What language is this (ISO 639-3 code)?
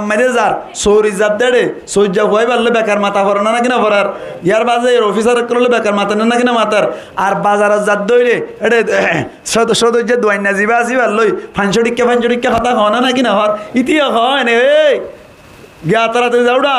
rhg